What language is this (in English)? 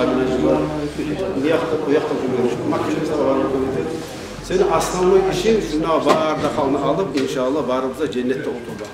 Kumyk